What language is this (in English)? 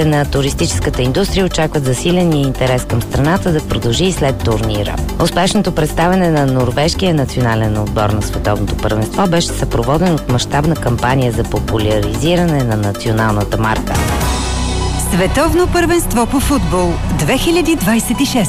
Bulgarian